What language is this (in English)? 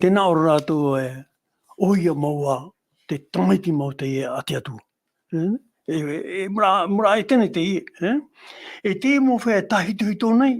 Tahitian